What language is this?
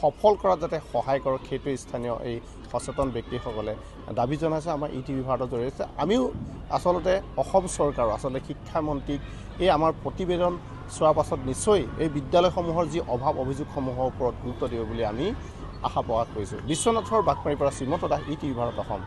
Assamese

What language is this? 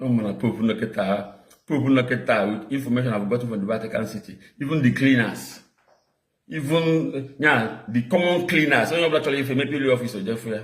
Igbo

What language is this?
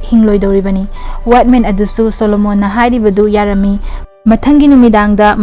Manipuri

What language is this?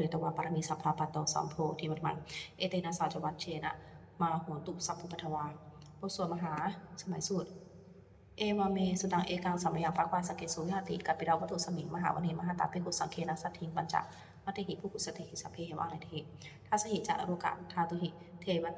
Pali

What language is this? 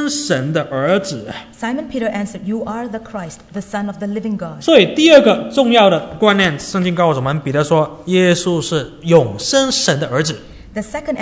Chinese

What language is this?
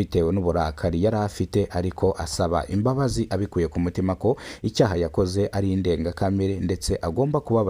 Kinyarwanda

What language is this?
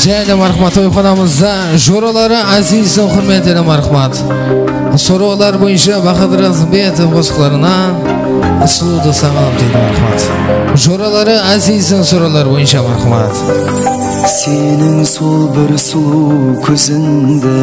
Kara-Kalpak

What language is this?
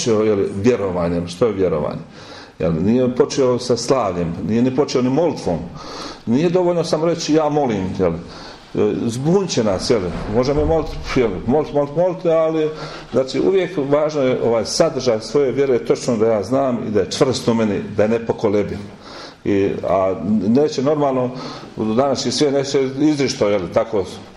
Croatian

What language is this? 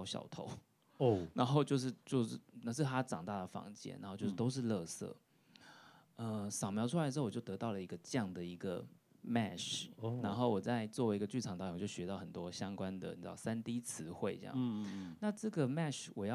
Chinese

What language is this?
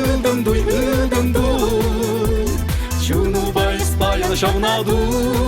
Chuvash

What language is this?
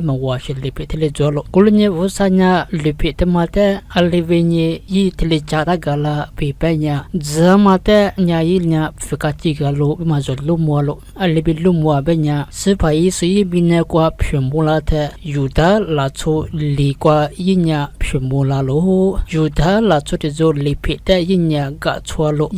Lisu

